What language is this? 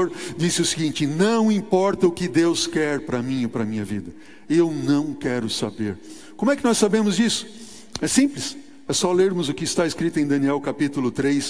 Portuguese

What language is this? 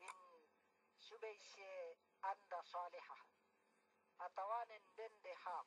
Yakan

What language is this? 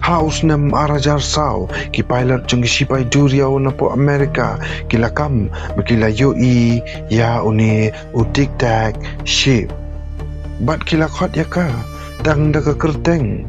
Khasi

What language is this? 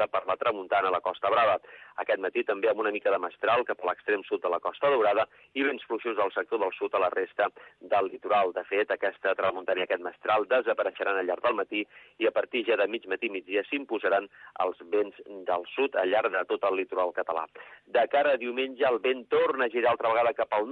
Catalan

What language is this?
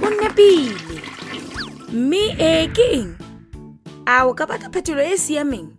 Tswana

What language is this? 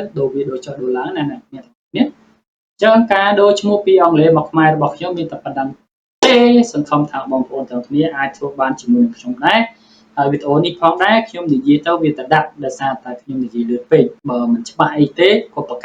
Khmer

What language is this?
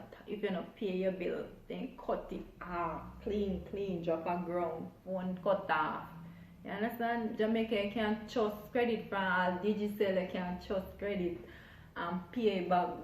Jamaican Creole English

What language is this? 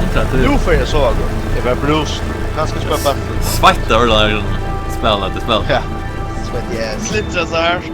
Faroese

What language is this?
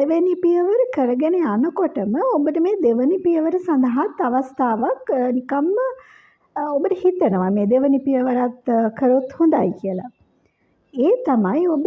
Sinhala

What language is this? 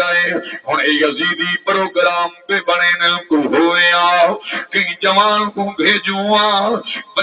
Saraiki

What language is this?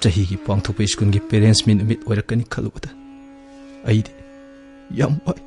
Manipuri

